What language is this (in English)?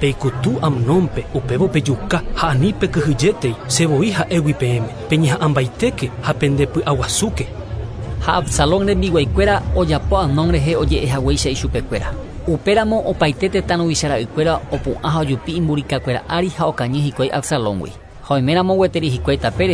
Guarani